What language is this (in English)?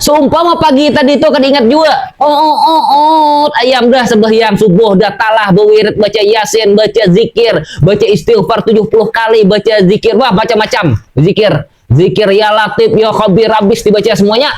Banjar